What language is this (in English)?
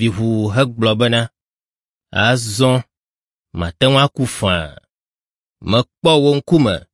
Ewe